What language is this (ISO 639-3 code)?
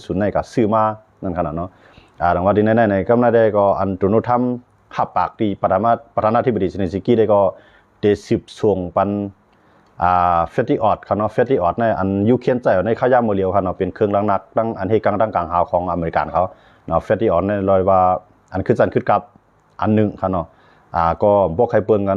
shn